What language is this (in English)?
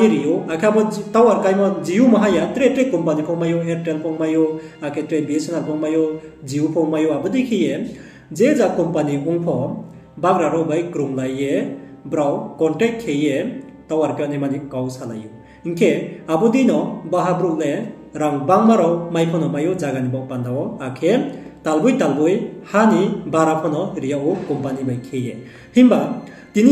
Riang (India)